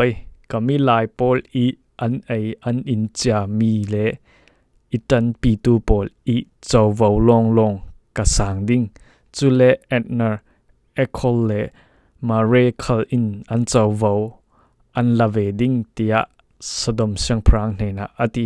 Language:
Falam Chin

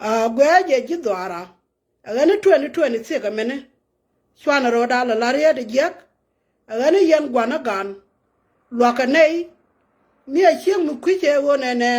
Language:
Nuer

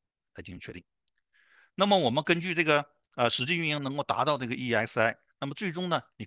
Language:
Chinese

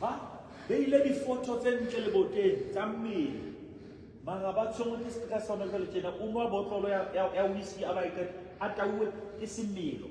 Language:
Southern Sotho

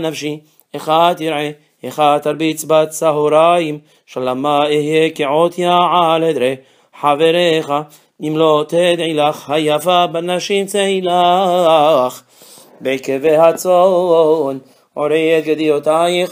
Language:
Hebrew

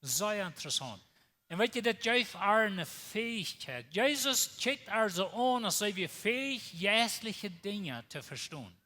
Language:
Plautdietsch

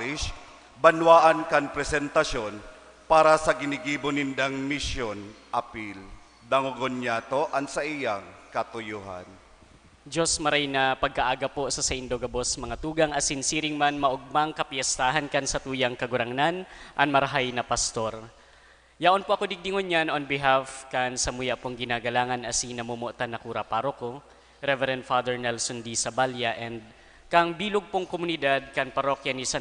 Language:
Bikol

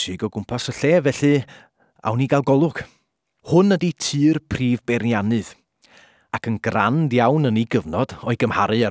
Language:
Welsh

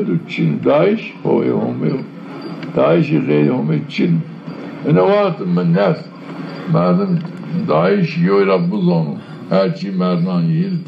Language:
Zaza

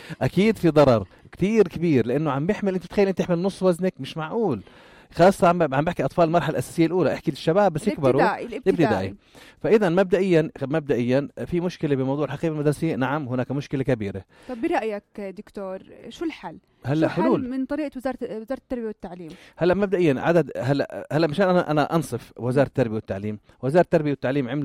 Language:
North Levantine Arabic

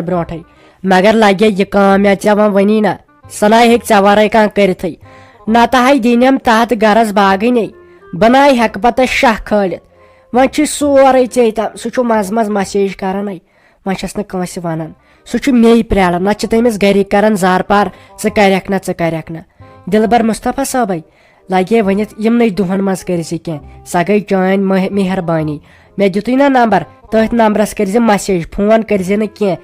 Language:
Kashmiri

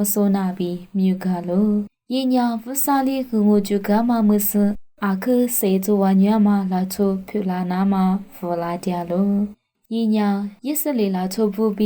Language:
Lisu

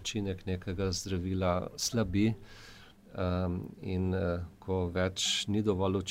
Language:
Slovenian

